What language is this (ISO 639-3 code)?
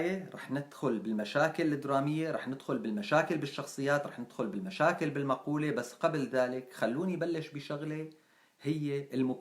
apc